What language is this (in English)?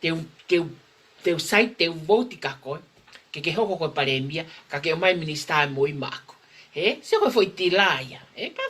Tongan